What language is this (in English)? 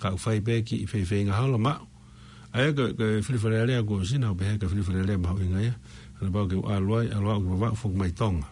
Tongan